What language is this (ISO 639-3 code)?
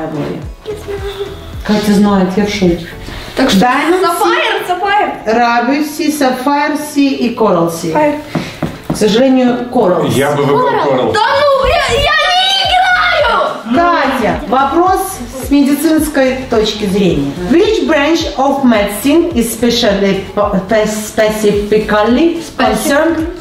rus